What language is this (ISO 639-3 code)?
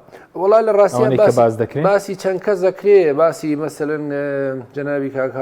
ckb